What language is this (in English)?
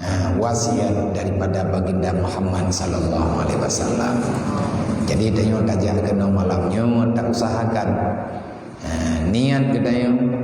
Achinese